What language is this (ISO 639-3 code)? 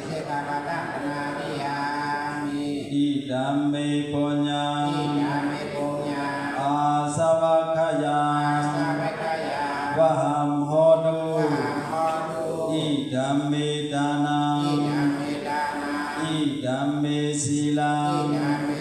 shn